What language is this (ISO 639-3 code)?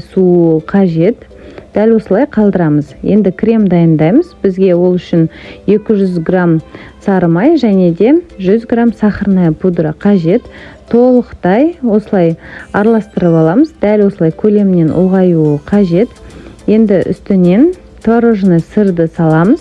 kaz